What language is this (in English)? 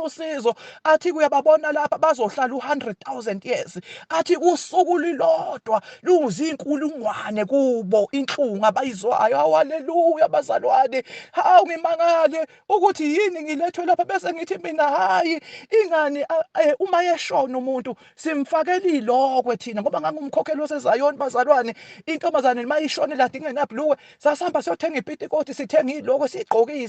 Zulu